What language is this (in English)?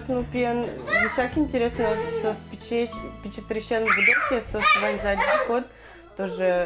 Udmurt